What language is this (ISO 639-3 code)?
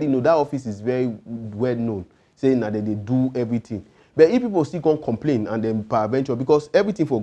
pcm